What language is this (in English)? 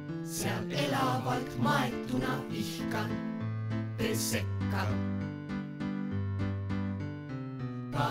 Estonian